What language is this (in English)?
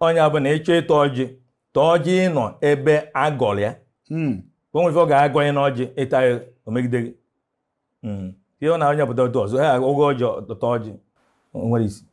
Igbo